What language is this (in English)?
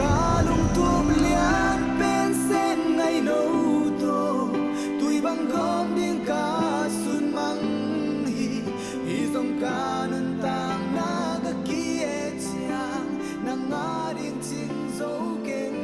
Tedim Chin